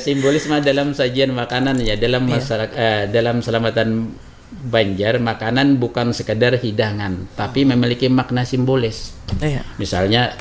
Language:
Banjar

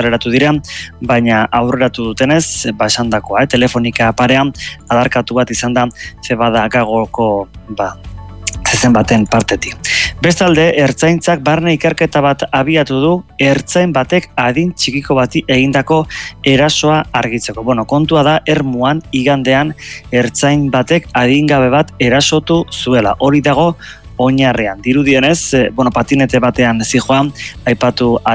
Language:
Basque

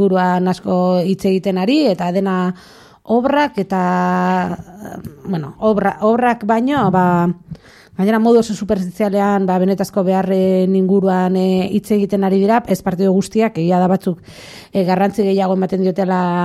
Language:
Basque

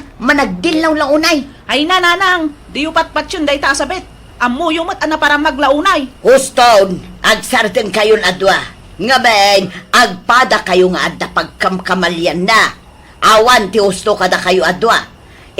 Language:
Iloko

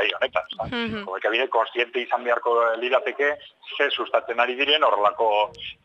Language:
Basque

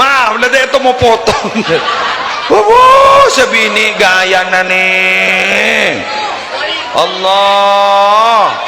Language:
Madurese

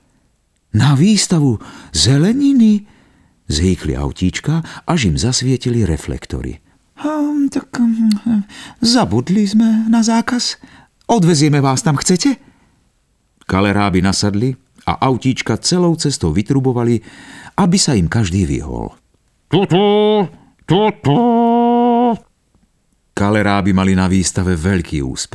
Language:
Slovak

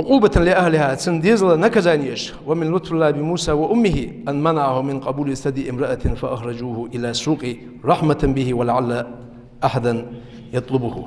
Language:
Ingush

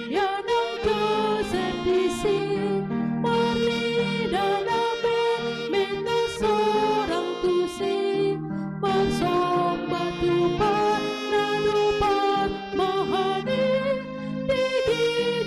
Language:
Batak Toba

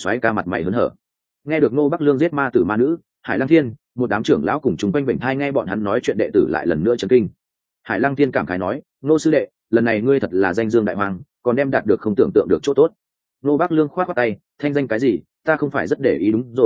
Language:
Vietnamese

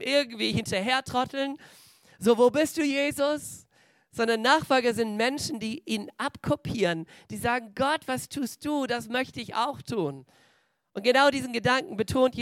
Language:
German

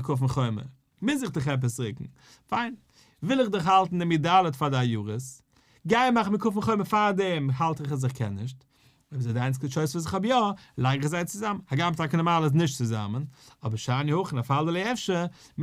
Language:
Yiddish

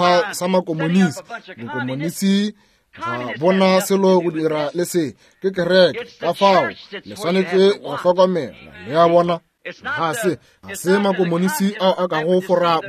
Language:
Northern Sotho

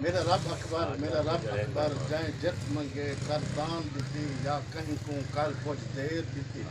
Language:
Saraiki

